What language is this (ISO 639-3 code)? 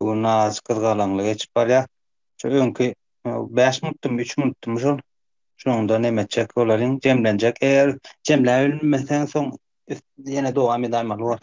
tuk